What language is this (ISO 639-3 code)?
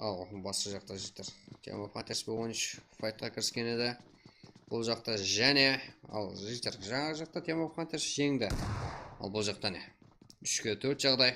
kaa